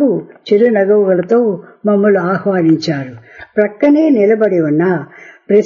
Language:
Telugu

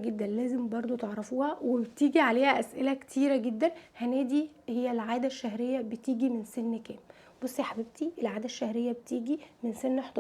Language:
Egyptian Arabic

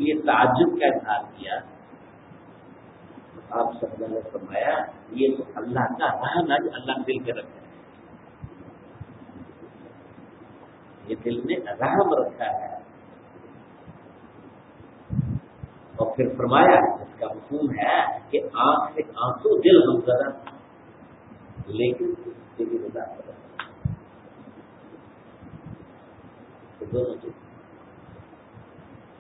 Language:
Urdu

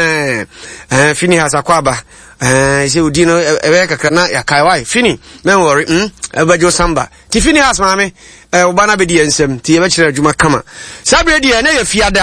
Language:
Akan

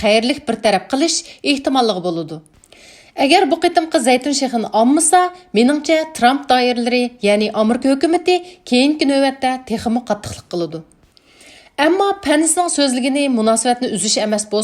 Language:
Uyghur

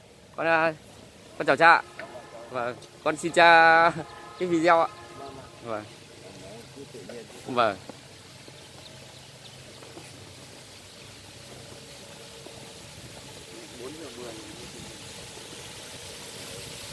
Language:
Vietnamese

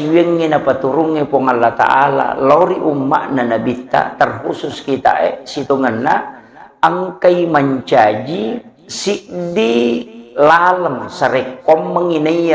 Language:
Buginese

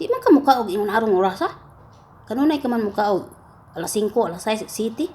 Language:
Cebuano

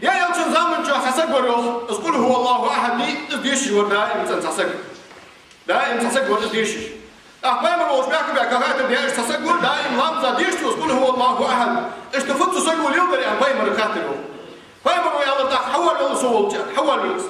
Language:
Ingush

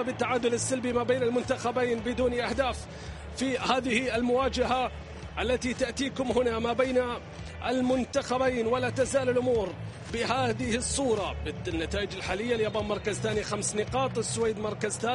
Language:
Arabic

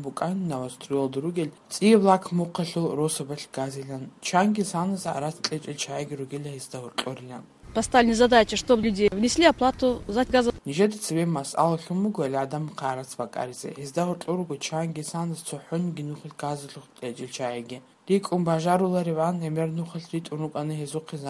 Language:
Avaric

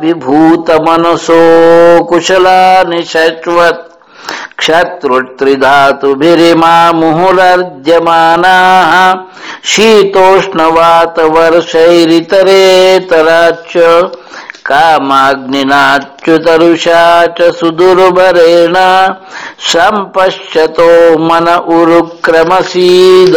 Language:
Sanskrit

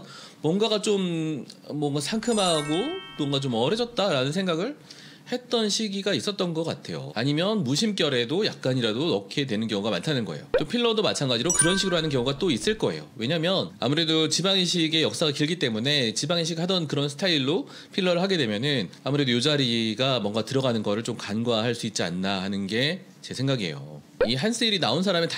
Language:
Korean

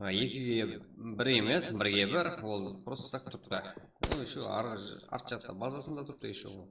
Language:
Kara-Kalpak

